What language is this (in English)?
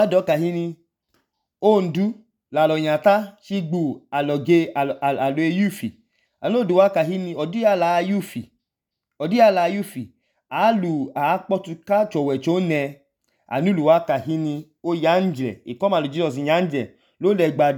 Idoma